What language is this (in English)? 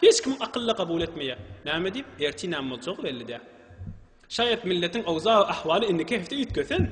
Turkmen